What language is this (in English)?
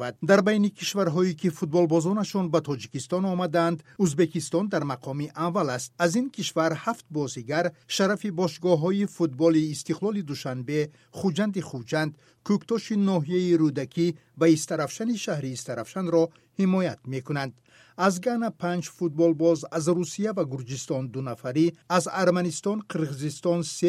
Tajik